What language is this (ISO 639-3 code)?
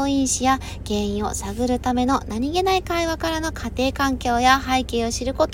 jpn